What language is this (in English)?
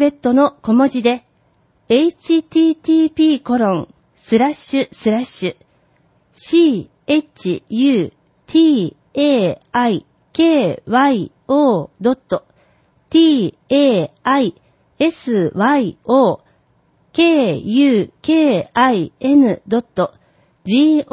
Japanese